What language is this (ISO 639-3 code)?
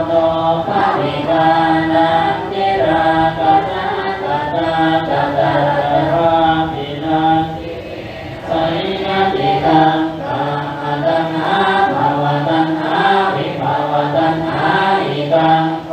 pli